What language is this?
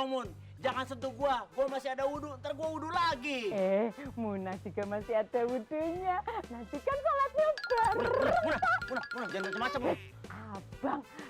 Betawi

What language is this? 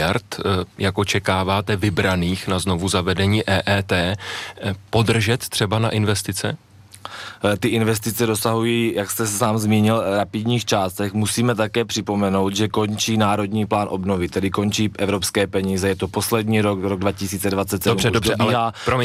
Czech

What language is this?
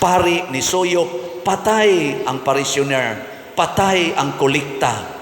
Cebuano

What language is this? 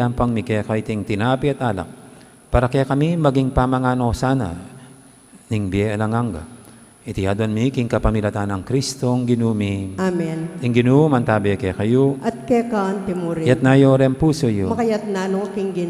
Pampanga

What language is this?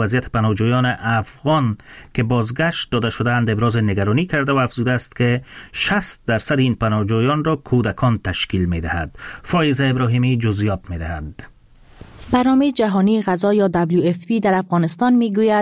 Persian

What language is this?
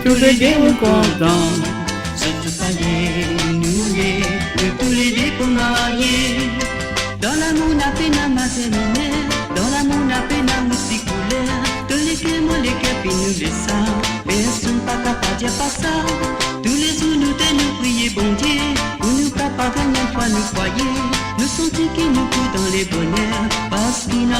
Morisyen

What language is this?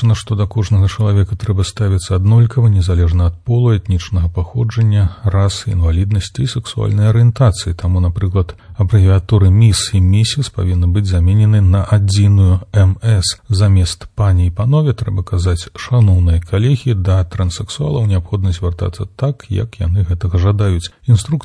Belarusian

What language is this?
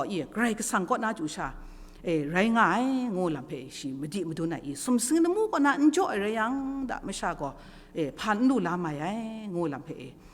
Kachin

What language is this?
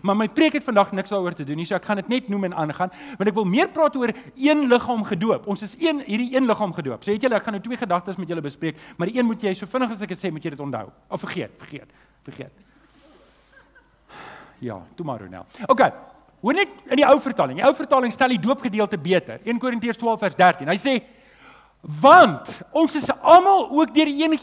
Afrikaans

